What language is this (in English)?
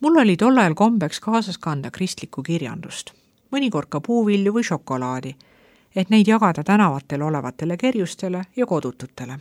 Estonian